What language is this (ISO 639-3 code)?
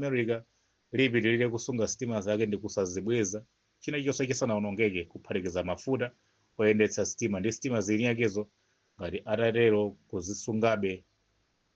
nya